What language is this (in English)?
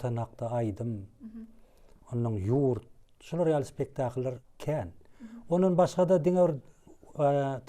Turkmen